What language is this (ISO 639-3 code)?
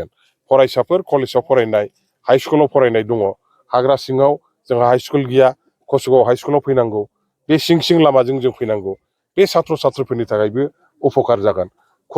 brx